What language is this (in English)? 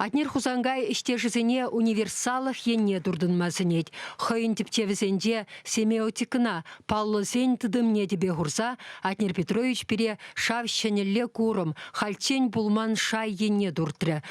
Chuvash